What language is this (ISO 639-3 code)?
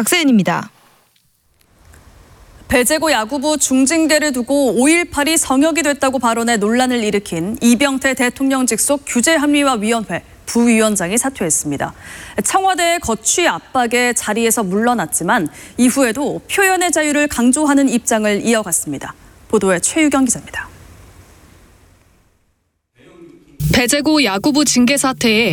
kor